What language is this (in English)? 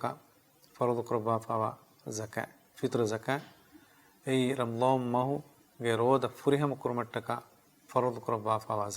Divehi